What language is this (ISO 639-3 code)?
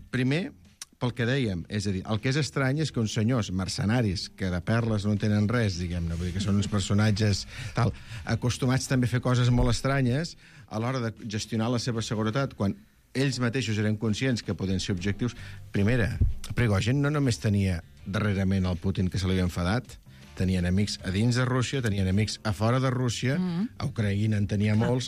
cat